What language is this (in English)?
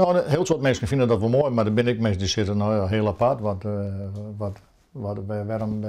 Western Frisian